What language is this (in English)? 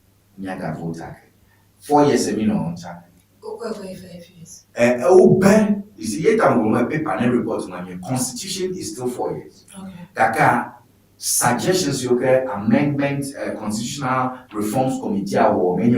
Ewe